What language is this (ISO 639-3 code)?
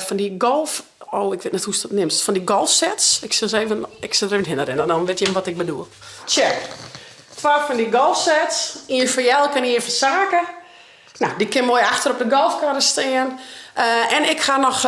fry